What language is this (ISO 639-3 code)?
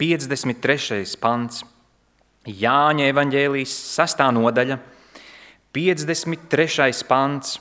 lav